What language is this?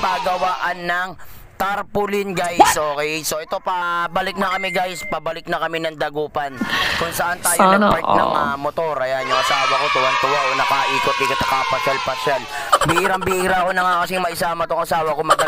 Filipino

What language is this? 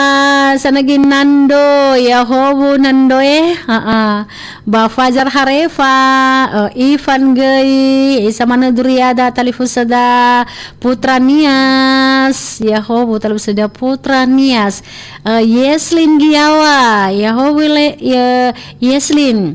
Nias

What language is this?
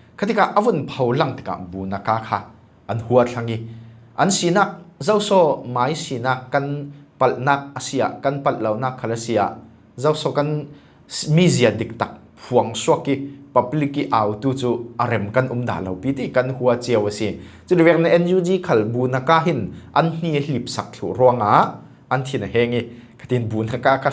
Falam Chin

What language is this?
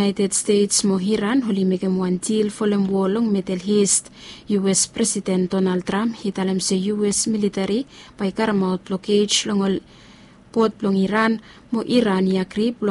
Bislama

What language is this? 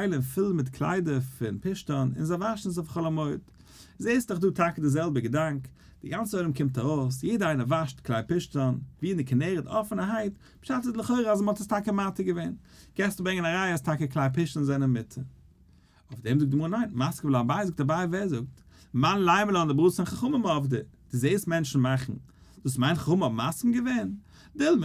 Yiddish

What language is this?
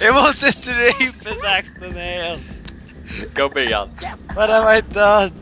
Faroese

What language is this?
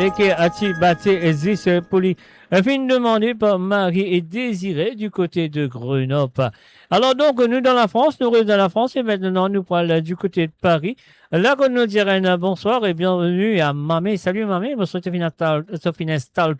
Morisyen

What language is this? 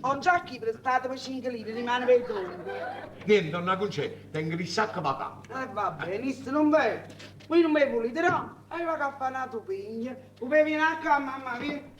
Neapolitan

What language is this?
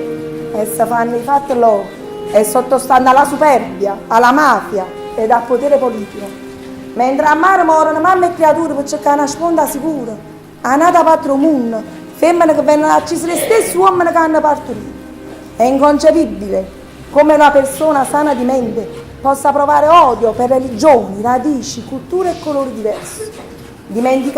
Neapolitan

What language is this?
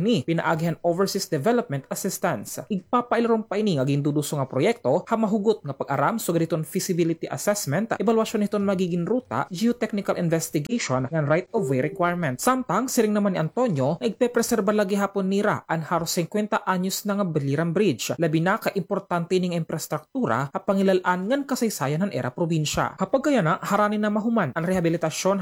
Waray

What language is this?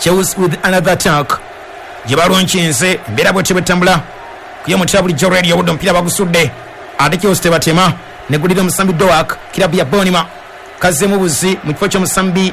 Ganda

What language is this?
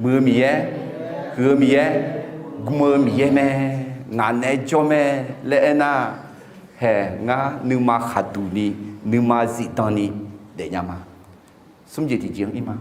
Akha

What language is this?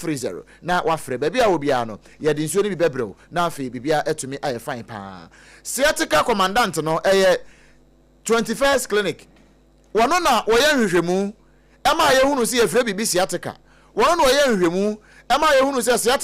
Akan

